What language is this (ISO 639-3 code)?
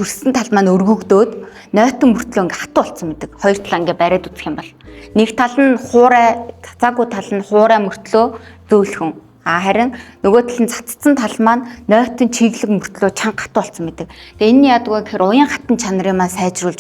mon